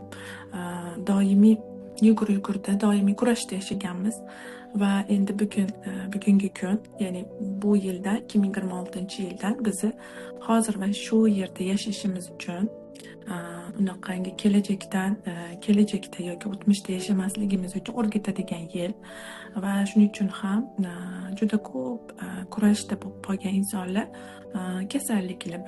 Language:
Uzbek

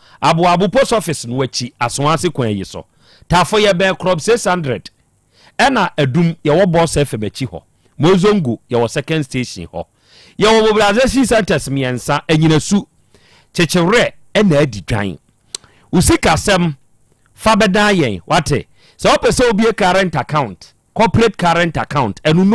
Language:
Akan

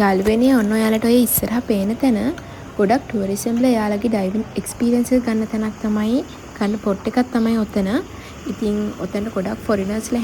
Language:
Sinhala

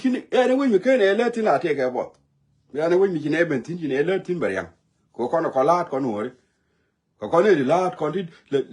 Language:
Nuer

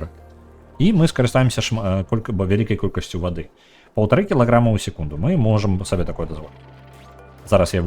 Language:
Belarusian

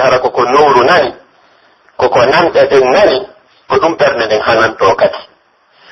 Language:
Pular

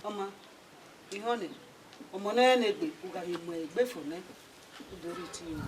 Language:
Bini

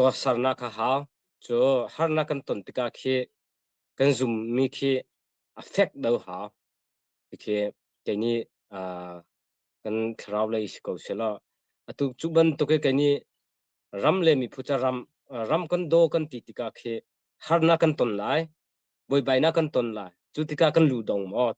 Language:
Hakha Chin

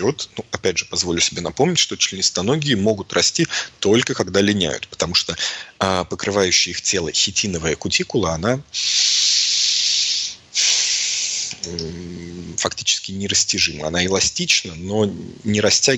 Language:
Russian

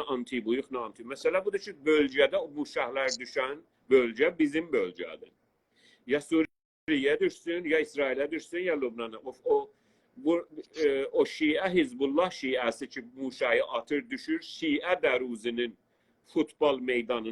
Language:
South Azerbaijani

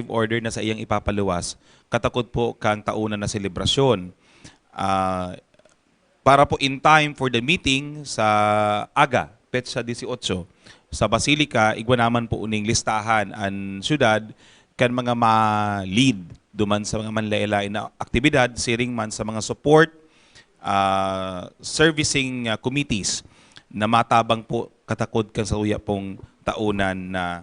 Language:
Bikol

